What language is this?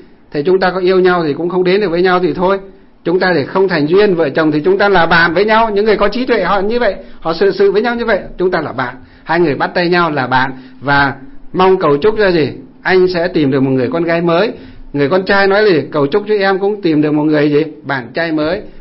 Vietnamese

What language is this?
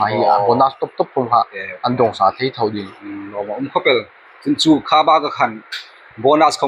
Hmar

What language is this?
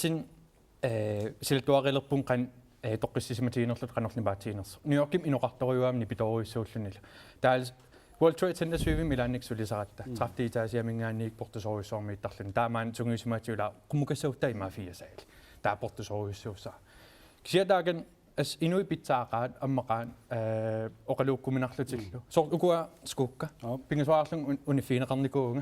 Kalaallisut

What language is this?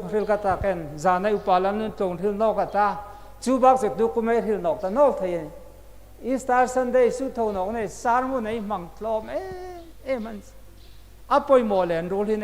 Hmar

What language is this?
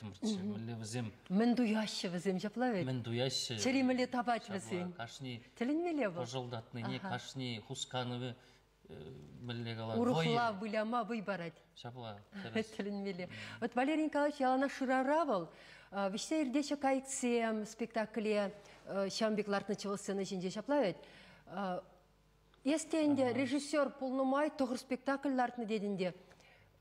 Chuvash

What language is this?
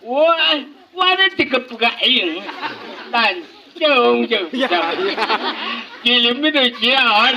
Chang Naga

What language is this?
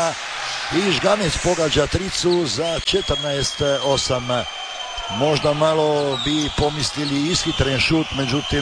Croatian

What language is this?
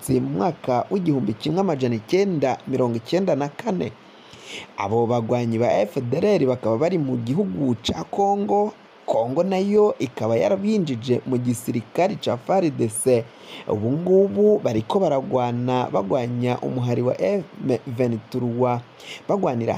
Rundi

